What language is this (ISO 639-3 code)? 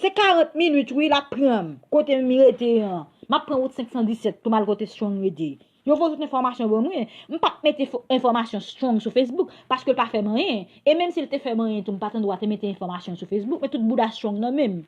hat